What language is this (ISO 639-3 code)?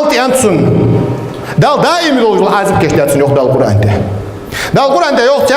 inh